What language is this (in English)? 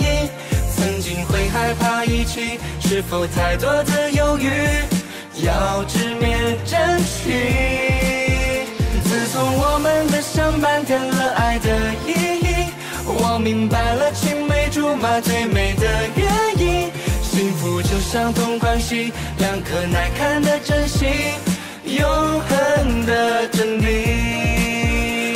Chinese